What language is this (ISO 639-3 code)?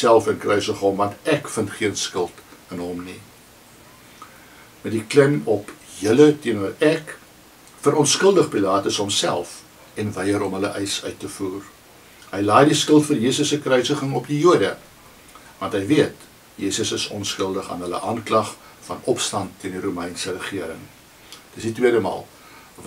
afr